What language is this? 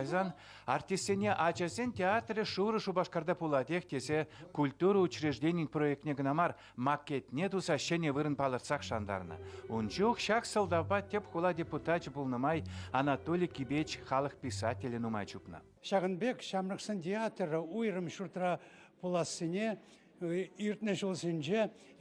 Chuvash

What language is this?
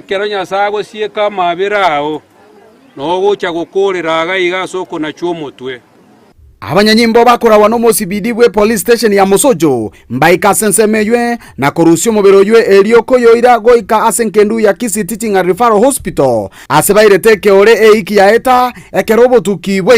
Gusii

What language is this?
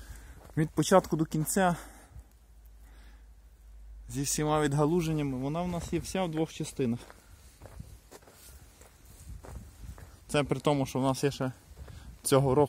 Ukrainian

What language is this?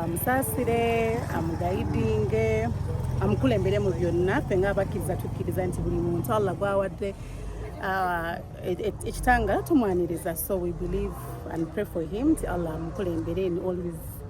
Ganda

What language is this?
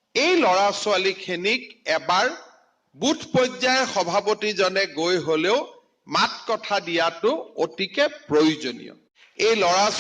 Assamese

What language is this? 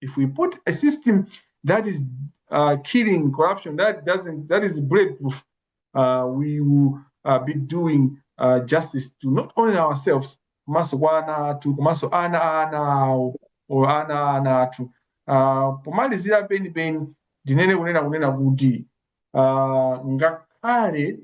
Nyanja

